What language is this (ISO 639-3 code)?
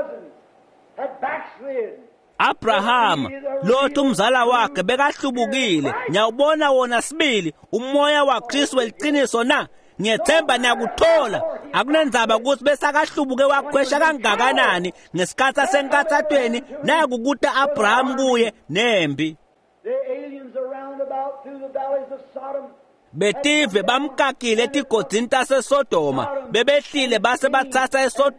ssw